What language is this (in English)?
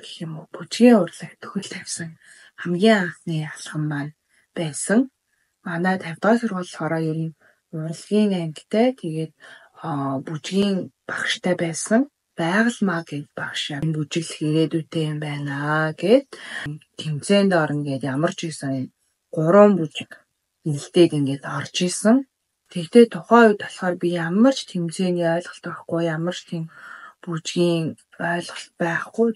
Mongolian